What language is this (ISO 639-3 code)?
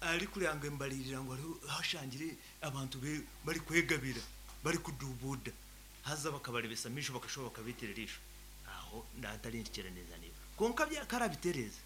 nyn